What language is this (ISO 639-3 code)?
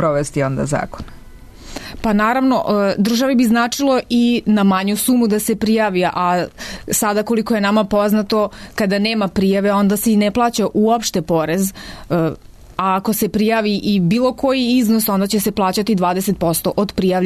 srp